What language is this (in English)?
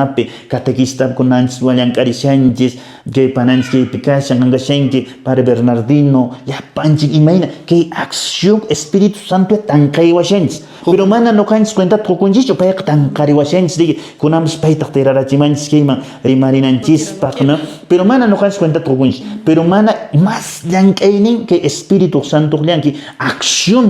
Quechua